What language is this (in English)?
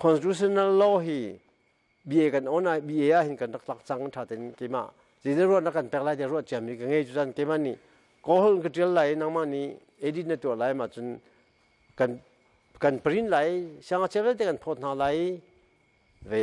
Hakha Chin